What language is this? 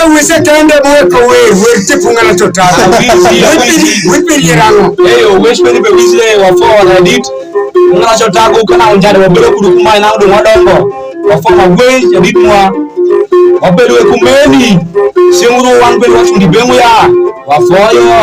Alur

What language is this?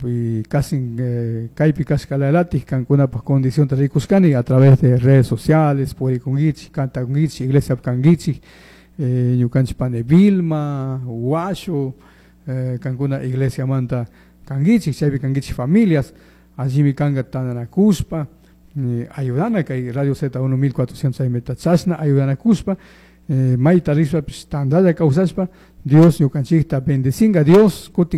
Chimborazo Highland Quichua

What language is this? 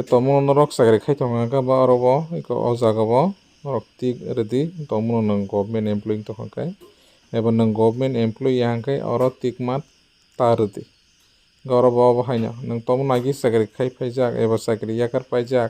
Kok Borok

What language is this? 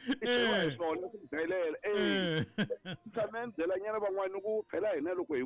Tsonga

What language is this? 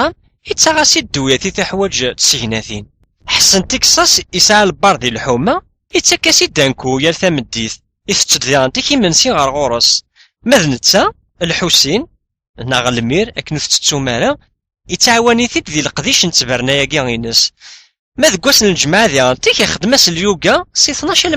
Kabyle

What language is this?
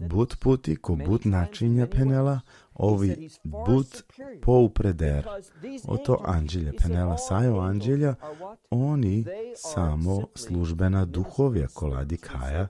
Balkan Romani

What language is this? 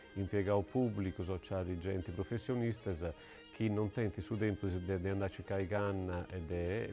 Sardinian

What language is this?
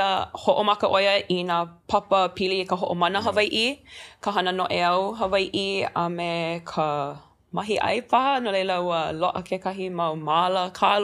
Hawaiian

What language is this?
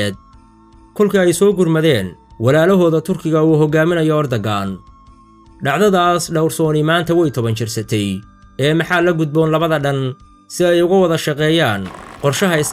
Somali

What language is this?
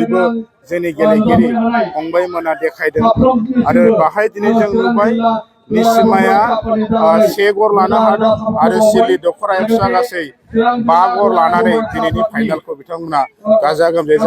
Bodo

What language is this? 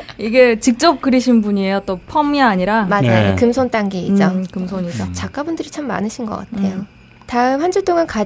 Korean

